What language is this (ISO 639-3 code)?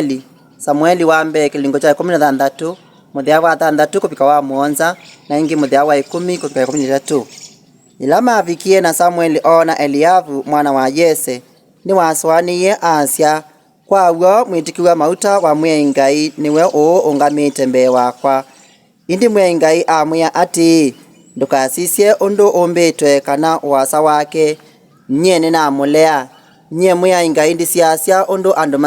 kam